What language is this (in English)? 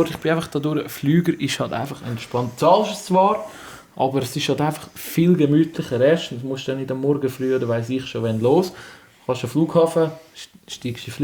Swiss German